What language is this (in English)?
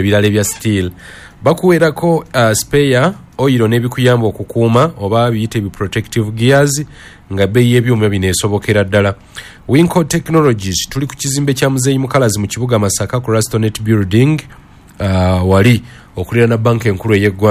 Ganda